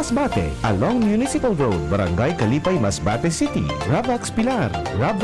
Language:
Bikol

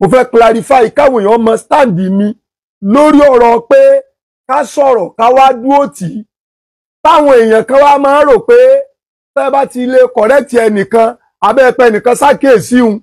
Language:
Yoruba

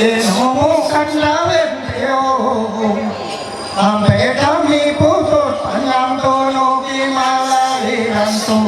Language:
Ma'anyan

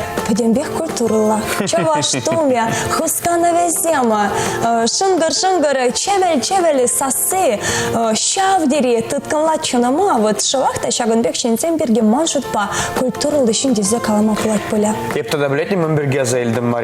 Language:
Chuvash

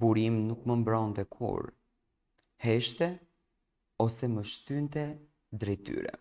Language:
Albanian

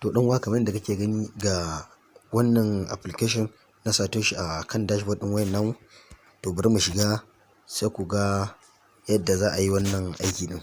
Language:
Hausa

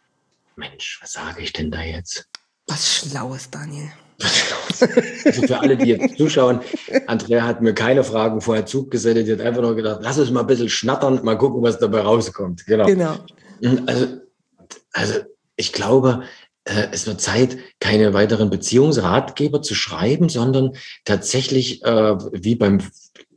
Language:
German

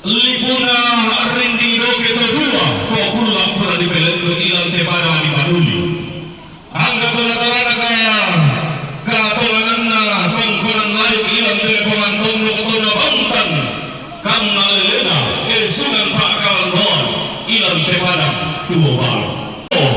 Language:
Toraja-Sa'dan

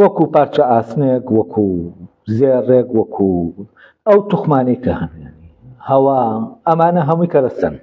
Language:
Central Kurdish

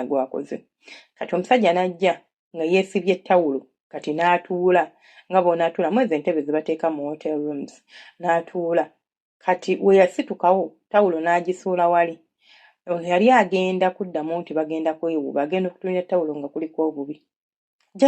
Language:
Ganda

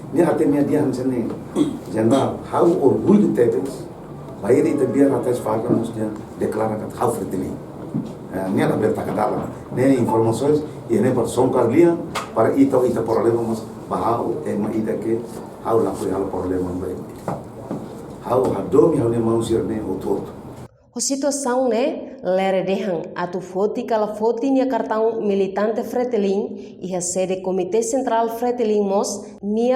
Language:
Tetum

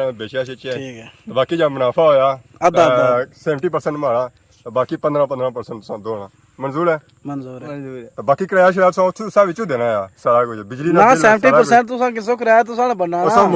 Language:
Pahari-Potwari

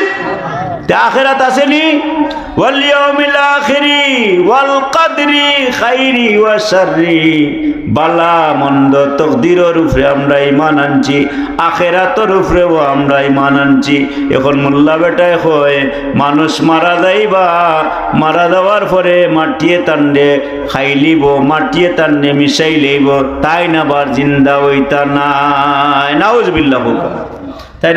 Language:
Sylheti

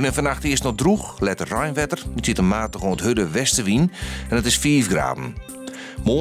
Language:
Western Frisian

